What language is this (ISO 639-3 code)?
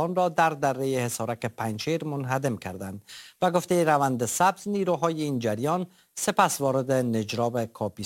fas